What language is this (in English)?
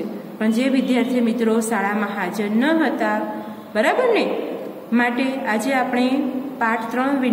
Gujarati